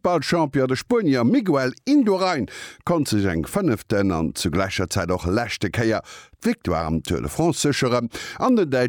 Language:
Luxembourgish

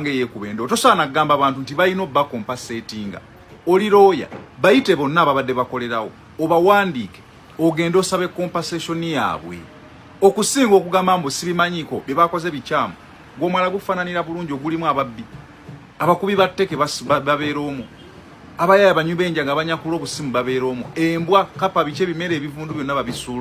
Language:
Ganda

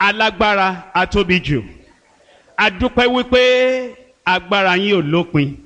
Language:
Yoruba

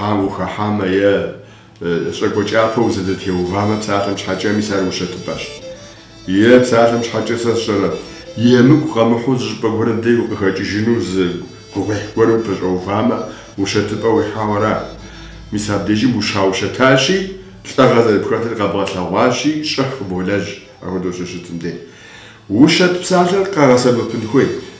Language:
Kabardian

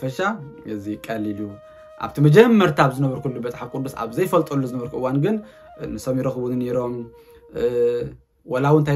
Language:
Tigrinya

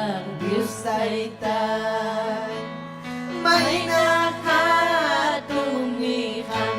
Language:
Ayacucho Quechua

